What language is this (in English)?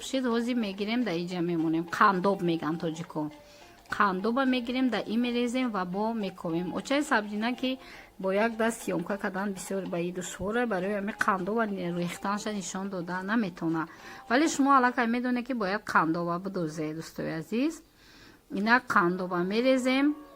Tajik